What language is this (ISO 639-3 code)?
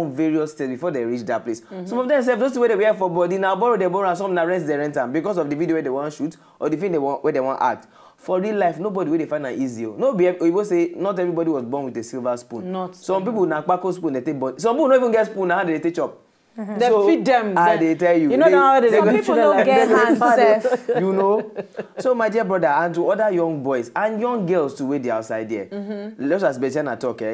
pcm